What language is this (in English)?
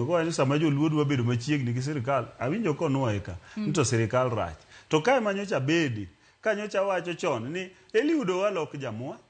Luo (Kenya and Tanzania)